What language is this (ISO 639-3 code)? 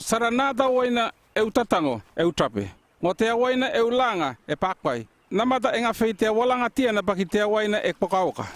llp